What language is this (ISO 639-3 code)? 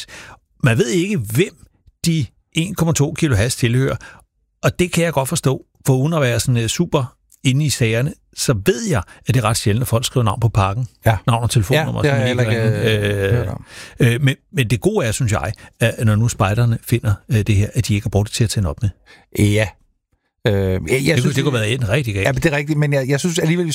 dan